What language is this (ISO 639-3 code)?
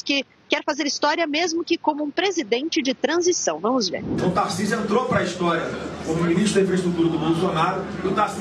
por